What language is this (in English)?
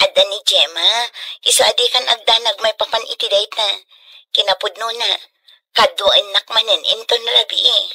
Iloko